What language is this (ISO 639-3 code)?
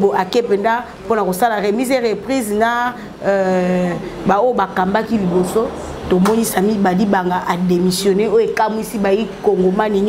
lin